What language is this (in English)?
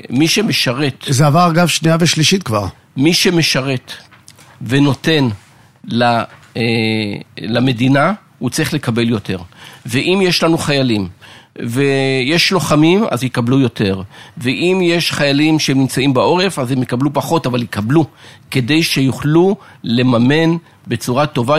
Hebrew